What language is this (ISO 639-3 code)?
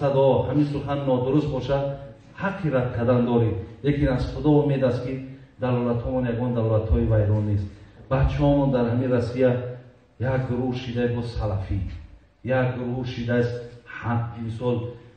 tgk